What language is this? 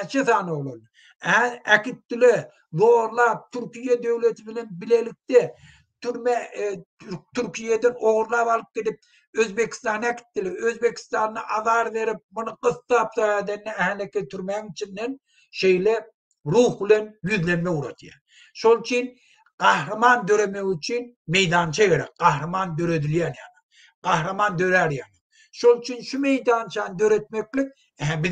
Turkmen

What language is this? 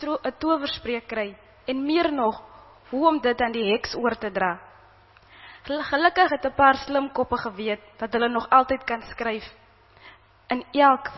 Afrikaans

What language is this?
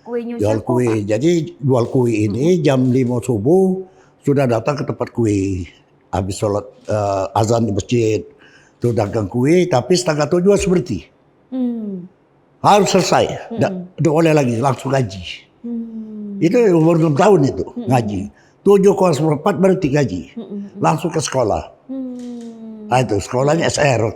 Musi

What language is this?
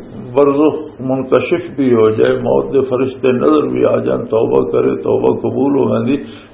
Western Panjabi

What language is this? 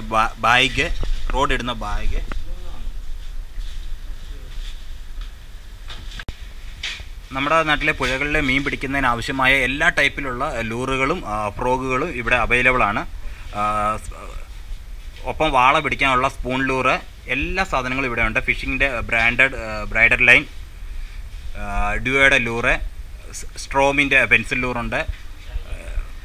Malayalam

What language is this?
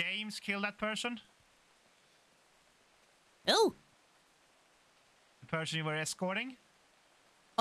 English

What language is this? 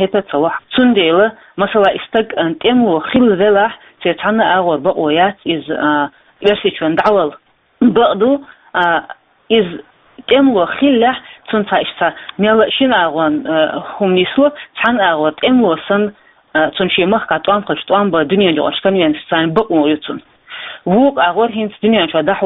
Chechen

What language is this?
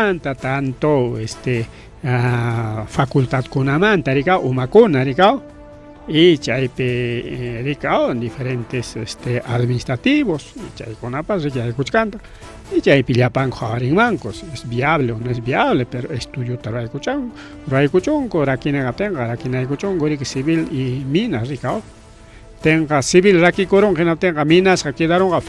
Ayacucho Quechua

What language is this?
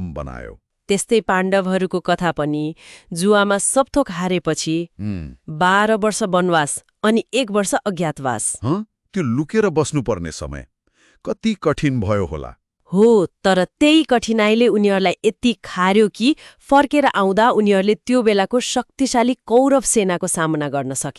Nepali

